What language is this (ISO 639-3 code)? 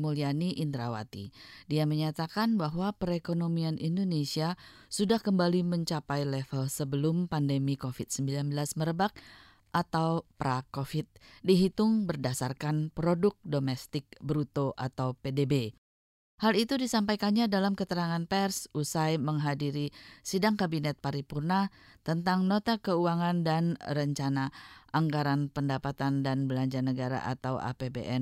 ind